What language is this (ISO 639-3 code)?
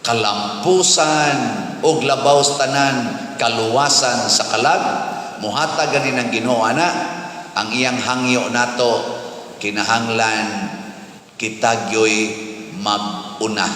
ceb